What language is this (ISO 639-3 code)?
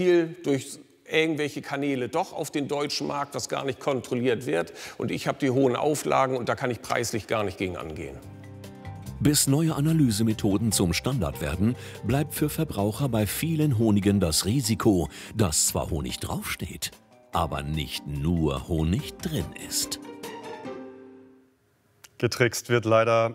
deu